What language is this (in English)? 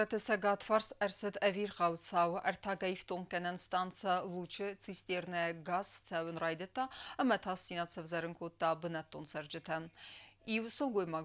Ossetic